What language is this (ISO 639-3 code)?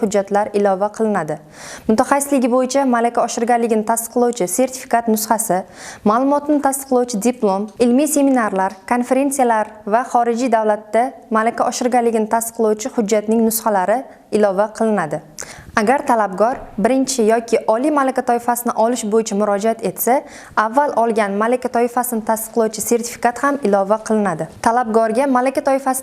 uzb